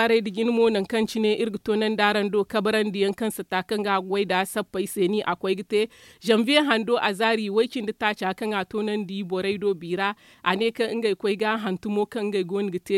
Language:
Zarma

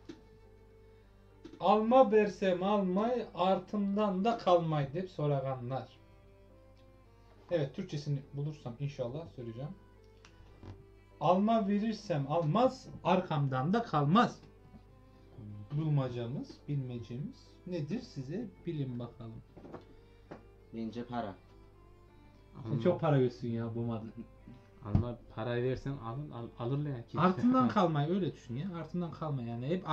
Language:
Turkish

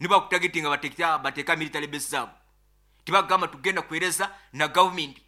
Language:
Nyankole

